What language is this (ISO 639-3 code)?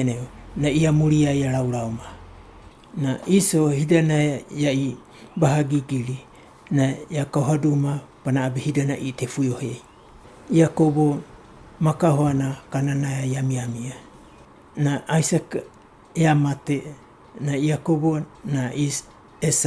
wgb